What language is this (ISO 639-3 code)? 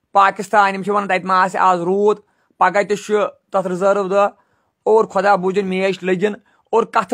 kas